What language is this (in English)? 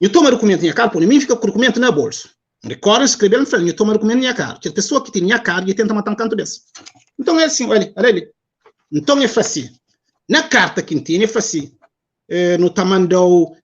Kabuverdianu